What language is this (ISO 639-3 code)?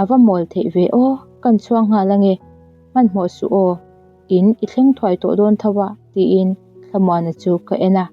lus